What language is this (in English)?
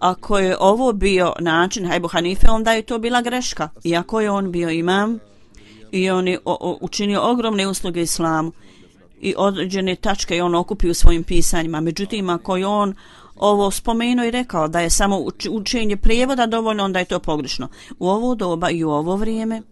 Bosnian